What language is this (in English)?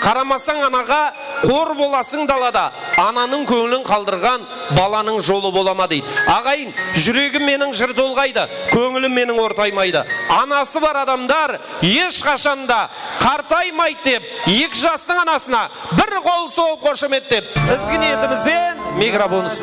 Kara-Kalpak